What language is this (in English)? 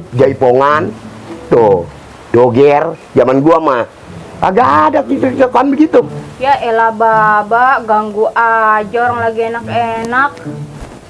Betawi